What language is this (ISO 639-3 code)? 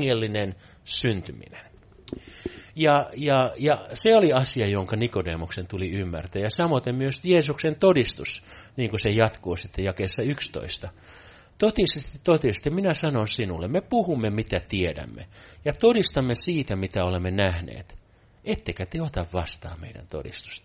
fin